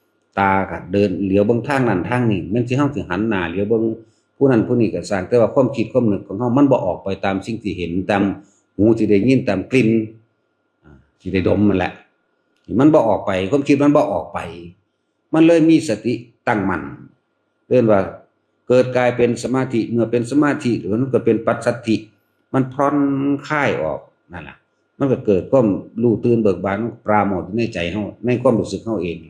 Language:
Northeastern Thai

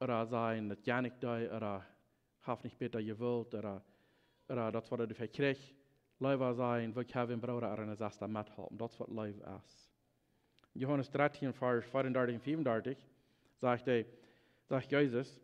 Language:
Plautdietsch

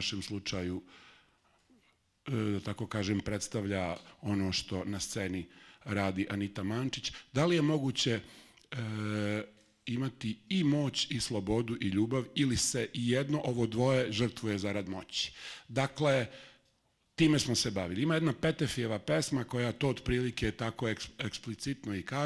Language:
Serbian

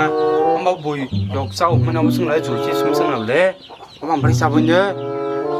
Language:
Kok Borok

